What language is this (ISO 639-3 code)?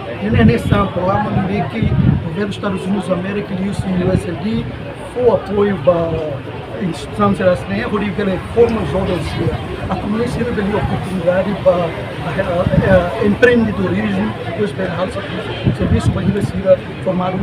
tet